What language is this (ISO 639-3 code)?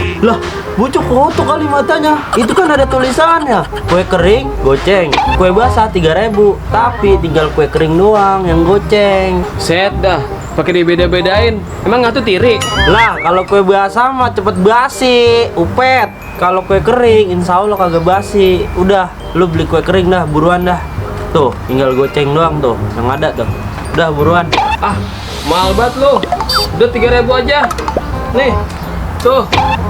bew